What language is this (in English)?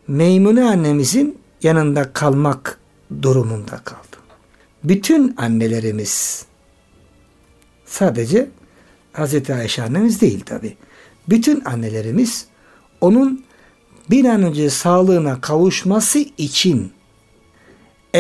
Turkish